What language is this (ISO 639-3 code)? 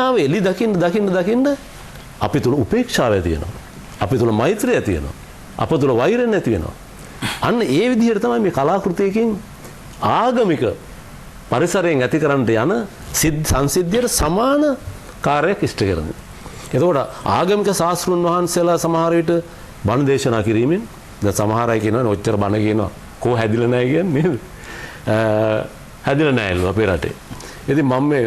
sin